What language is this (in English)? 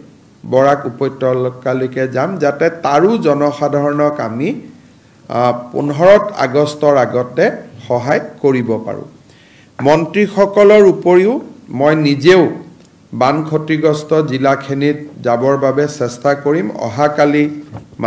Assamese